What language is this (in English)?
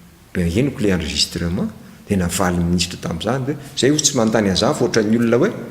Malagasy